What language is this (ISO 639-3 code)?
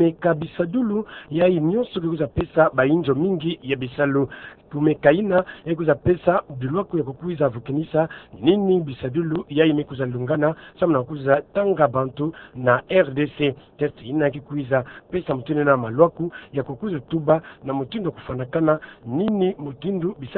ktu